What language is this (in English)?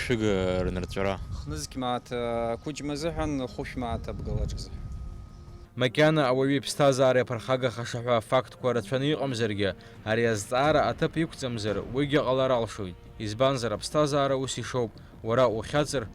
Abkhazian